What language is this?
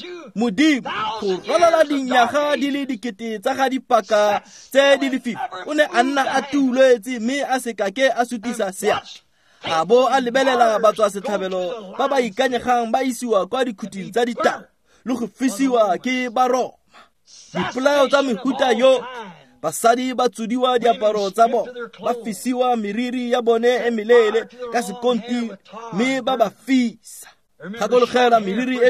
Tswana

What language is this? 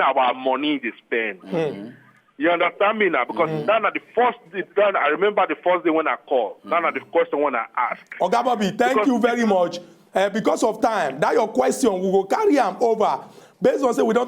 Nigerian Pidgin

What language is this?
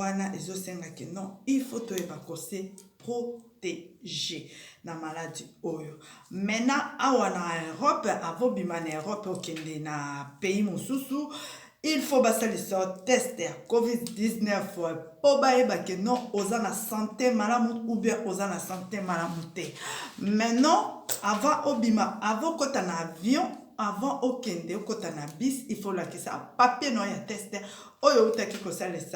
Lingala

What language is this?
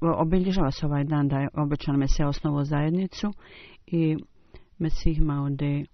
Bosnian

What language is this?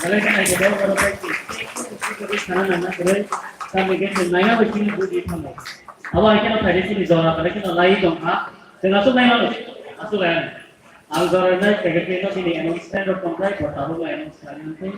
Kok Borok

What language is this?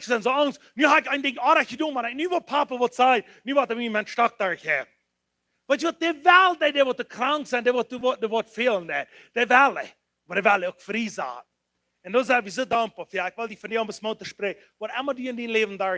Plautdietsch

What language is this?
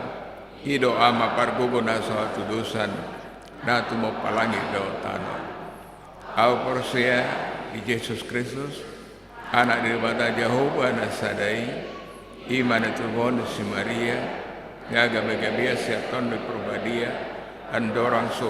Batak Toba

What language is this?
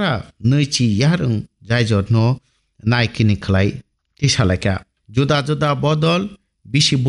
Kok Borok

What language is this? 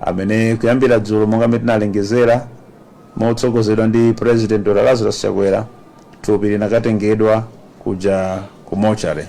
Nyanja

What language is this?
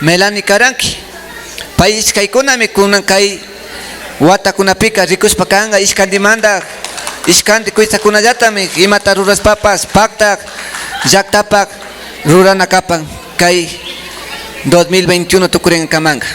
Imbabura Highland Quichua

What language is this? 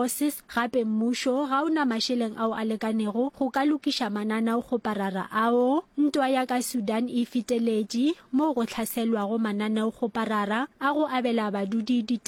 Northern Sotho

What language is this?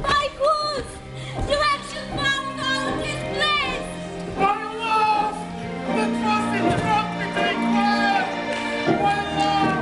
Bashkir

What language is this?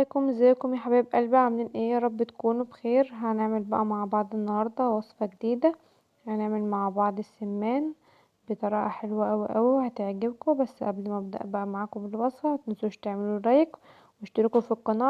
Egyptian Arabic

